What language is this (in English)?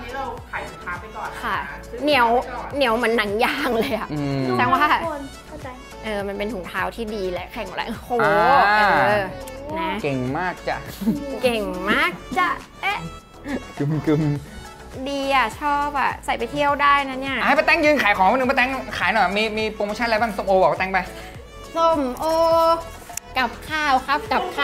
Thai